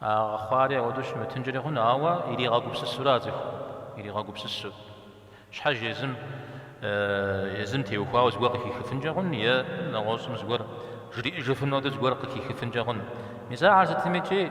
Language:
Kabardian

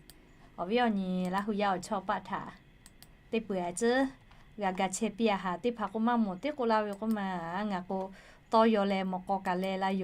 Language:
Lahu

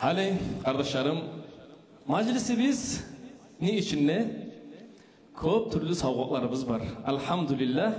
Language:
Kumyk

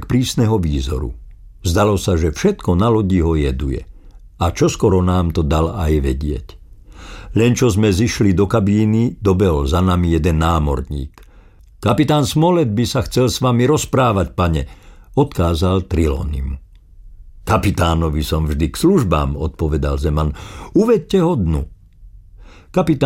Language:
Slovak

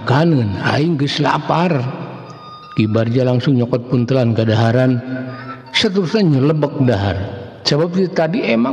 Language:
Sundanese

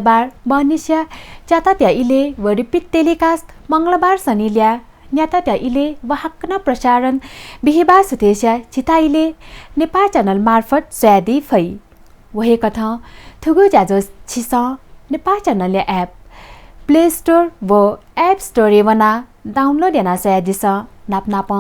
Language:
Newari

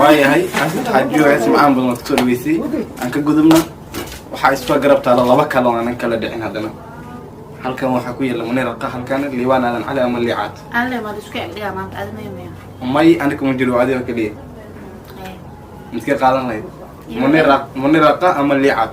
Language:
Somali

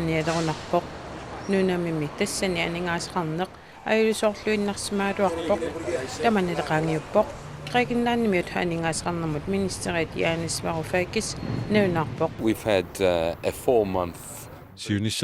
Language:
Kalaallisut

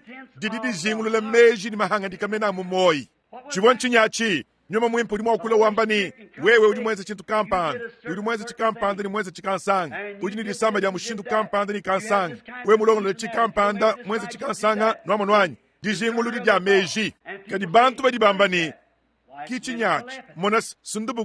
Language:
Luba-Lulua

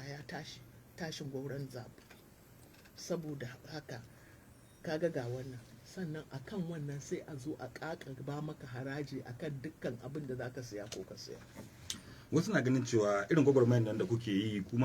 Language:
Hausa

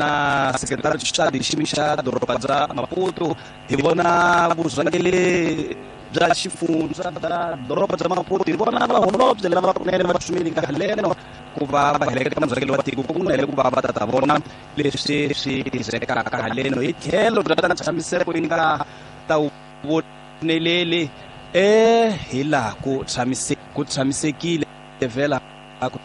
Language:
Tsonga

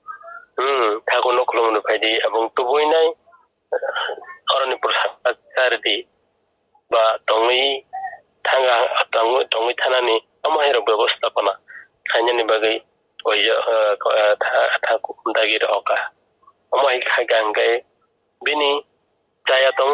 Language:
Kok Borok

